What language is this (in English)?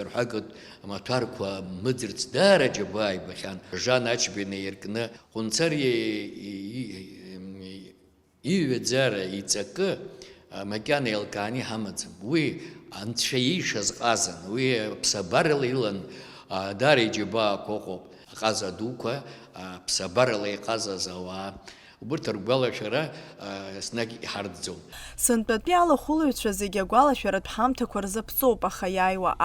Abkhazian